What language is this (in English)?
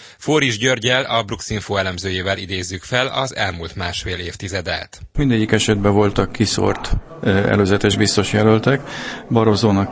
Hungarian